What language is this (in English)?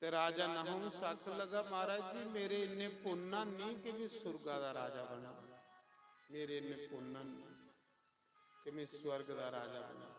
Dogri